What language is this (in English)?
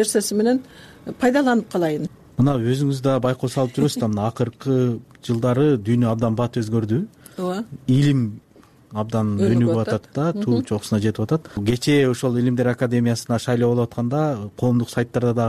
Kyrgyz